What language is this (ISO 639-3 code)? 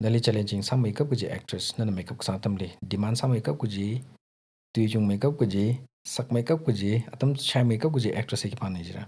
nmf